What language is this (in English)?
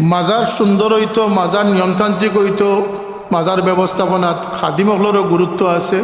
Sylheti